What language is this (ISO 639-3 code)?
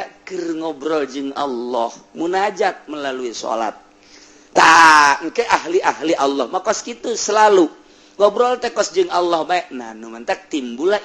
sun